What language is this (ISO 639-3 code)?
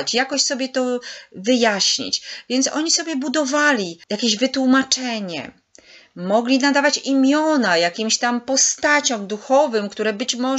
pol